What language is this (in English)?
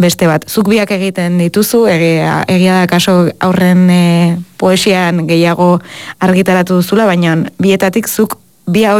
Basque